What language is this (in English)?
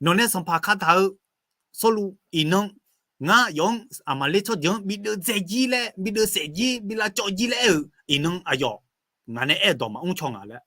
Akha